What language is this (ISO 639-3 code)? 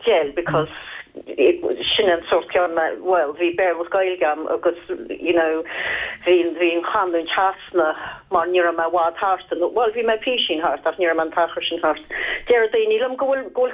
gle